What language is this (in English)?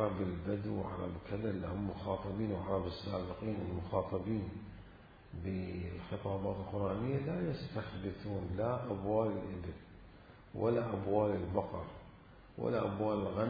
Mesopotamian Arabic